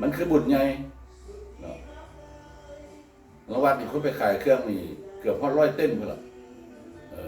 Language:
Lao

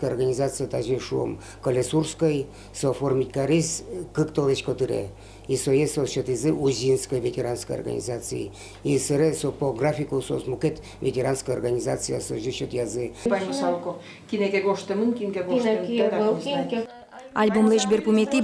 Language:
Udmurt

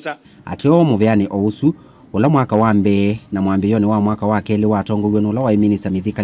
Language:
Kamba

